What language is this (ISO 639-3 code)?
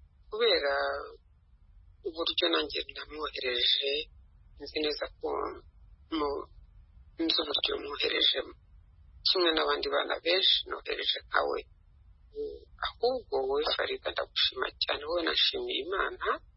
kin